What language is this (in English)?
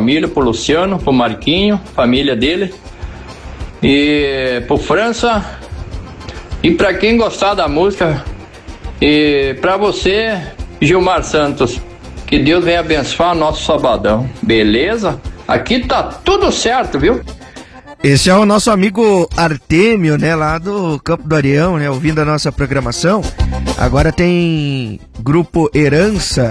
Portuguese